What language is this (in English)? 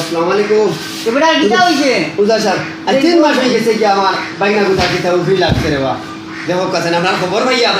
Sylheti